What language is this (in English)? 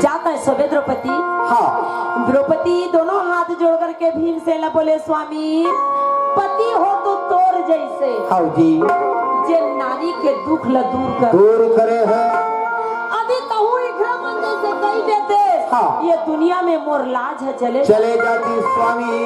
Chhattisgarhi